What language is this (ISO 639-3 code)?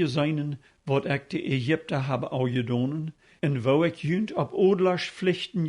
pdt